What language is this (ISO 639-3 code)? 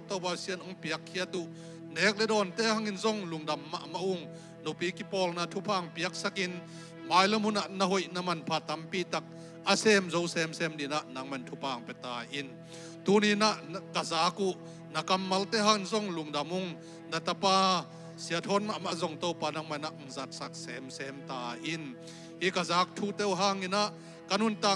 ctd